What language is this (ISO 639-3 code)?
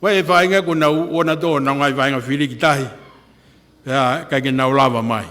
ton